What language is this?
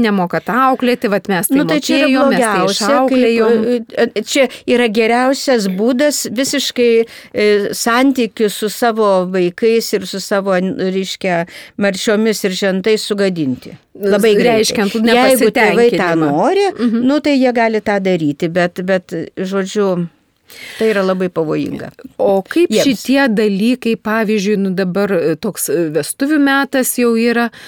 Lithuanian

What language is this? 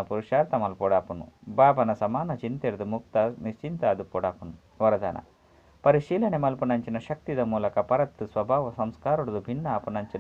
Tulu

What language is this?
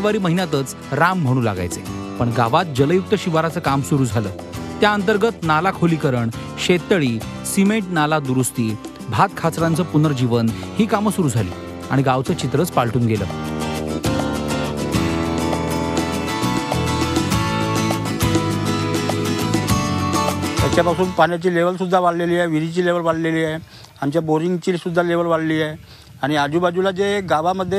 Marathi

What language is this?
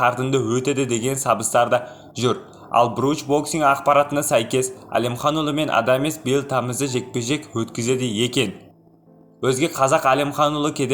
Kazakh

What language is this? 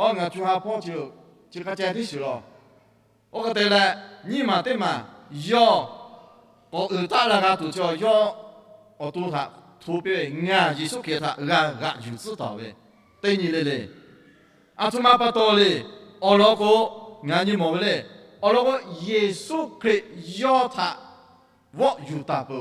Lahu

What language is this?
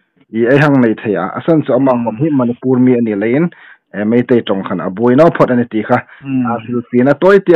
Hmar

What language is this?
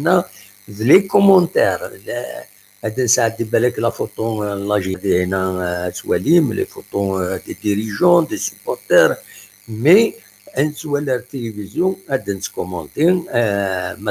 Kabyle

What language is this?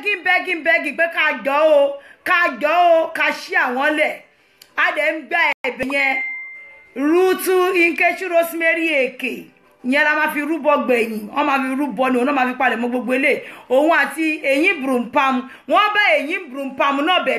Yoruba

